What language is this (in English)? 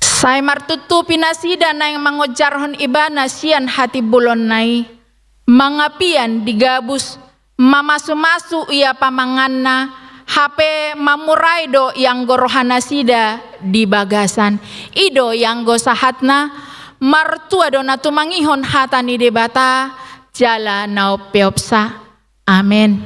Batak Toba